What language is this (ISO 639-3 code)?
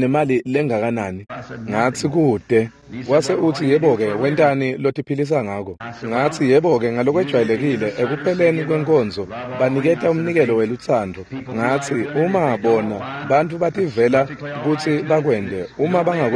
ssw